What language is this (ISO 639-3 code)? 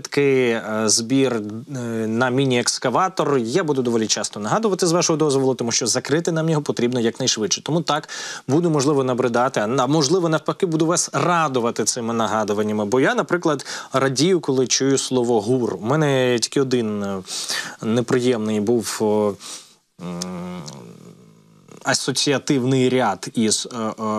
ukr